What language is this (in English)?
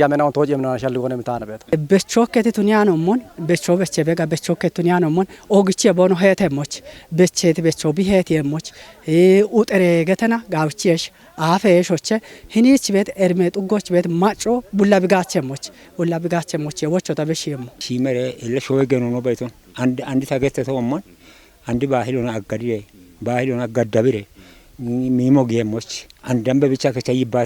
Kafa